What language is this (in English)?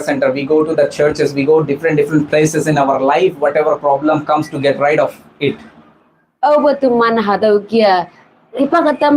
Konyak Naga